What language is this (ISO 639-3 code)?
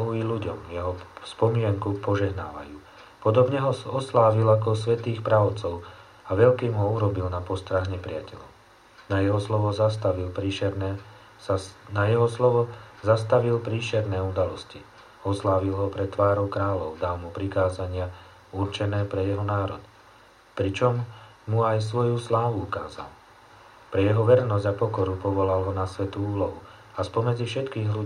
slk